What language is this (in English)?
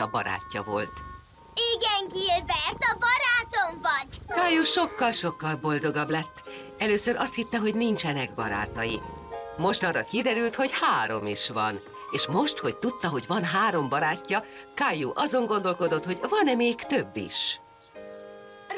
Hungarian